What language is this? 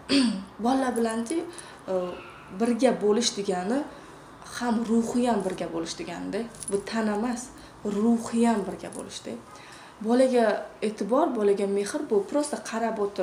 Uzbek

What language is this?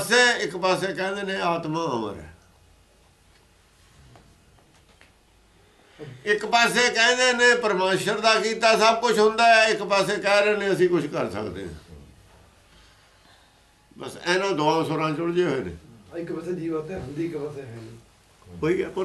Punjabi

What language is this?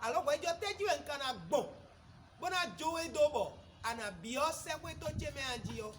Fon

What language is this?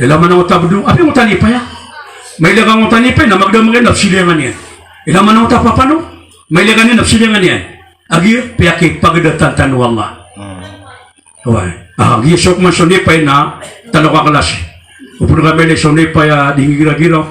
Maranao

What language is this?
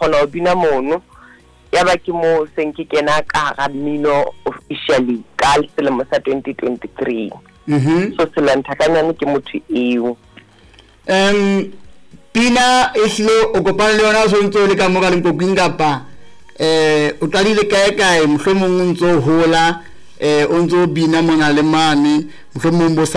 Southern Sotho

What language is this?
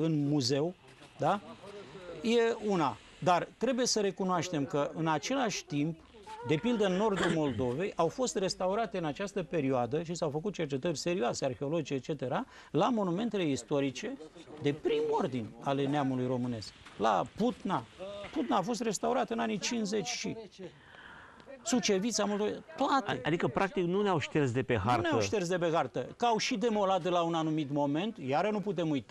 Romanian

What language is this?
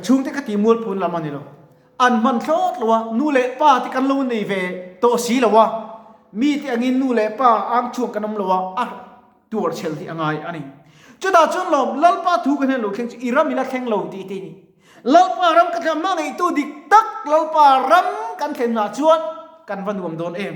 Mizo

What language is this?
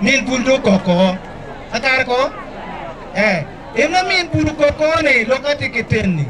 Acoli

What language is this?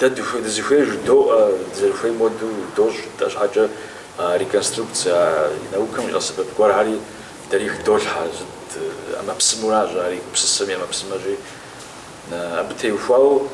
Kabardian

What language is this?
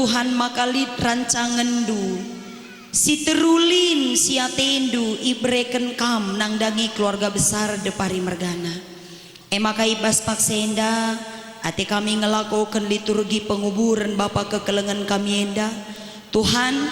Batak Karo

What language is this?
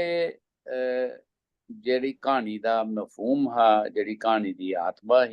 Dogri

